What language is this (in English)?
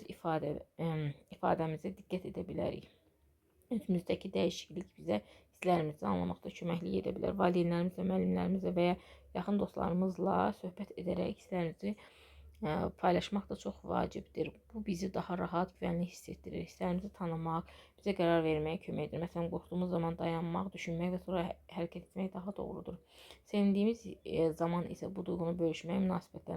Azerbaijani